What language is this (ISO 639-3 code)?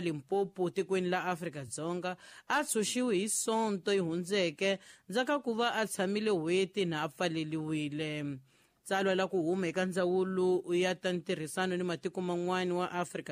tso